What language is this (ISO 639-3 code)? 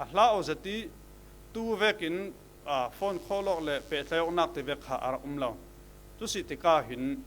cfm